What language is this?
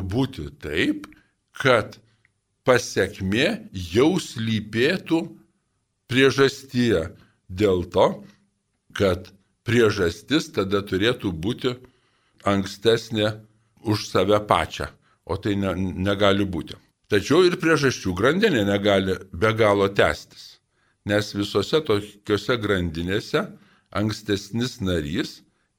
Lithuanian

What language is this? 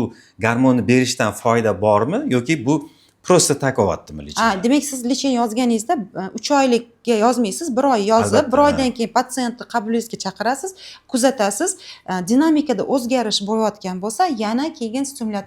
Uzbek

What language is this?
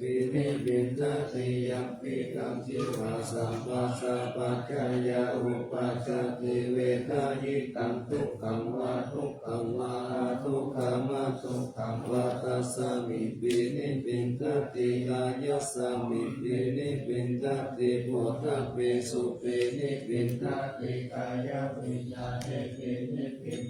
Pali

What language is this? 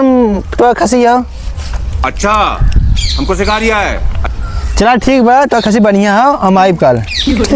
Awadhi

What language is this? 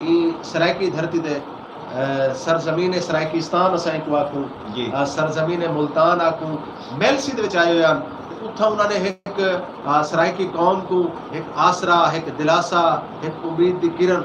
Saraiki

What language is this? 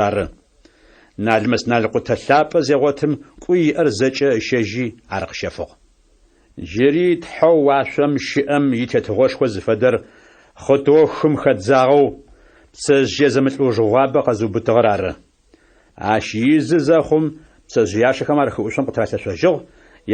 Adyghe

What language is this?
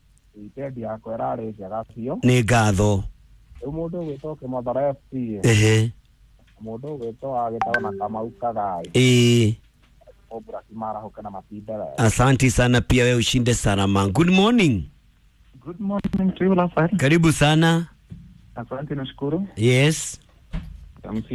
Kikuyu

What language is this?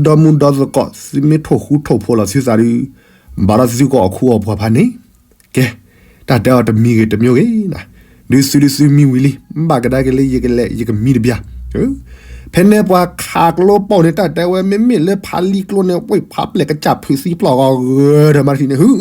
S'gaw Karen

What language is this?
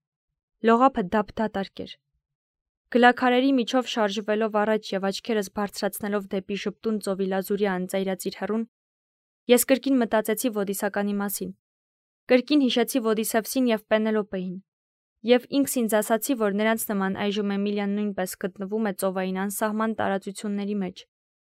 Armenian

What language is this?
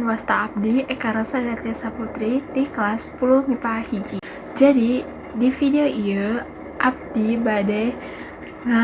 Sundanese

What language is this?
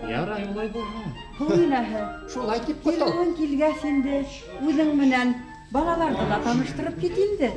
Bashkir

